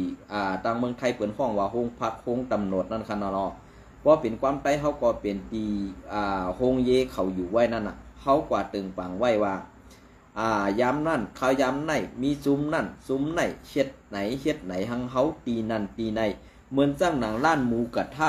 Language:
Shan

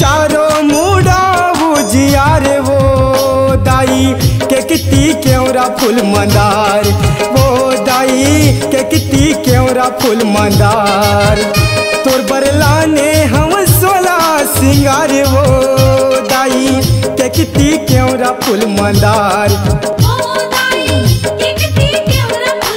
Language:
Chhattisgarhi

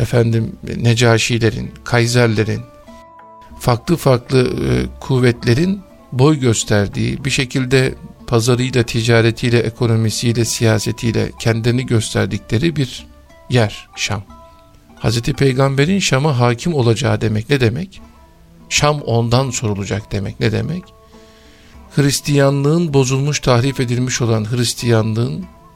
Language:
Turkish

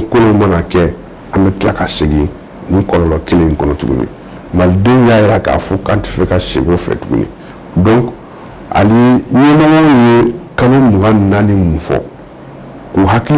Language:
Bambara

